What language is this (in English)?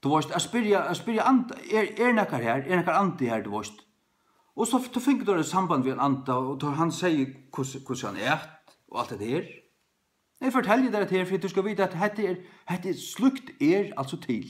Faroese